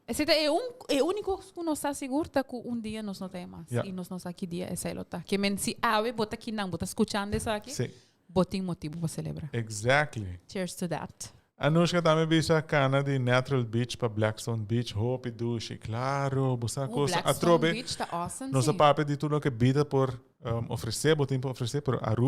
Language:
Papiamento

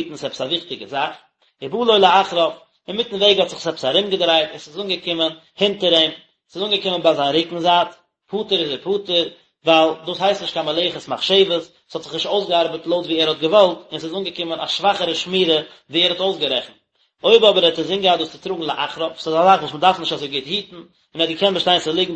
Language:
Yiddish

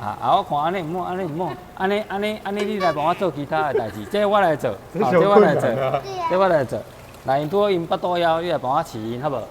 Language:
Min Nan Chinese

